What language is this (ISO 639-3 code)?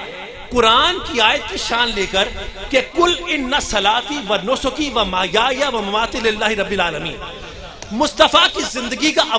urd